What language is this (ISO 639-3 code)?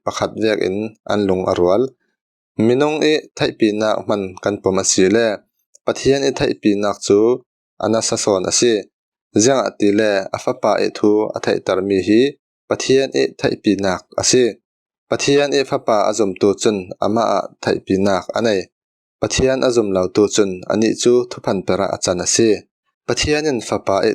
cfm